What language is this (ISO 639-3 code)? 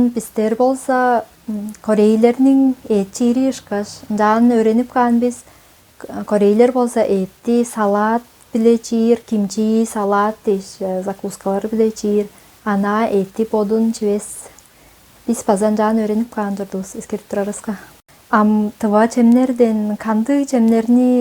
tyv